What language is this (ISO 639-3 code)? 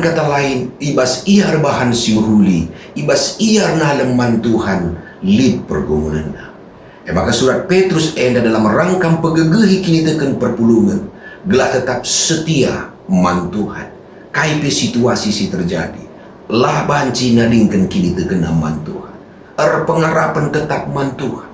btx